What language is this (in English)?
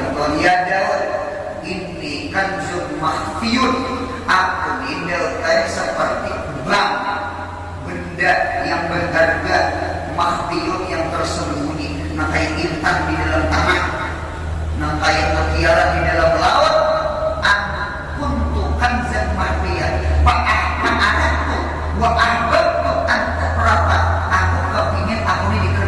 Banjar